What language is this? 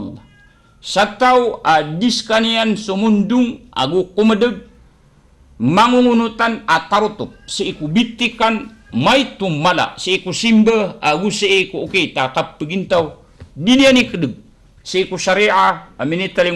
Maranao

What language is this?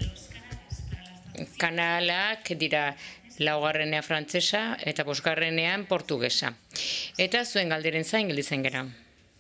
Basque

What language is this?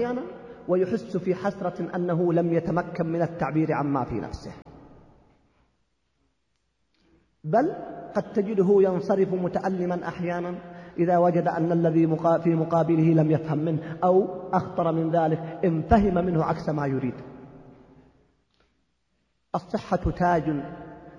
Arabic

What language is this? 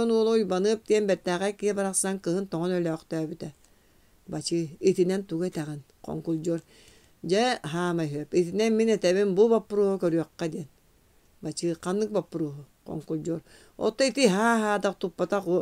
Yakut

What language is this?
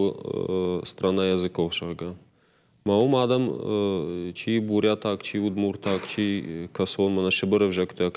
Ossetic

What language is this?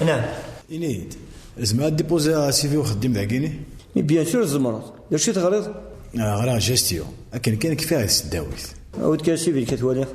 Kabyle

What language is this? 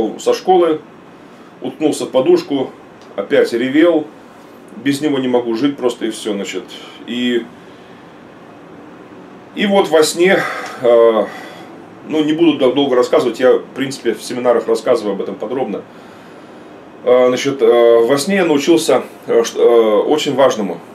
Russian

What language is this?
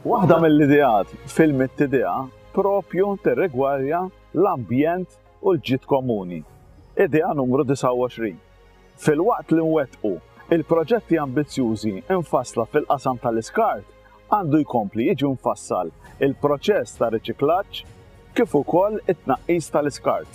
Maltese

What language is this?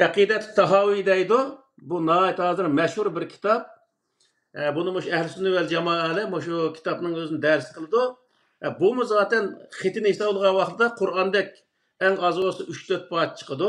Uyghur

